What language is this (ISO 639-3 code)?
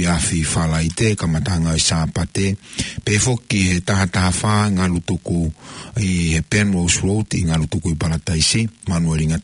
ton